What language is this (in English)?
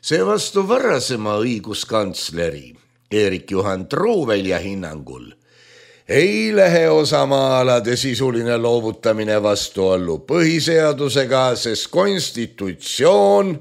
Estonian